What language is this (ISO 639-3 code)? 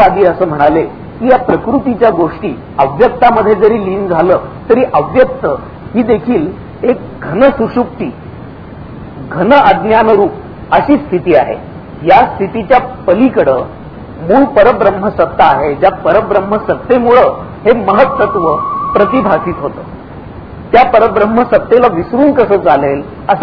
mar